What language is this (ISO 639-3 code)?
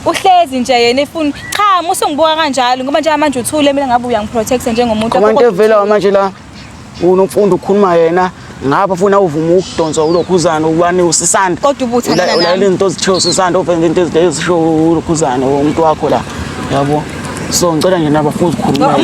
zul